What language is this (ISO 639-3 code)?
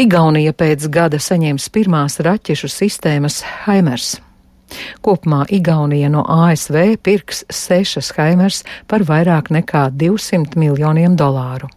lav